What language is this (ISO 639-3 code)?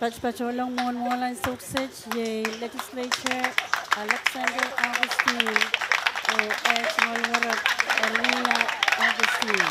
pon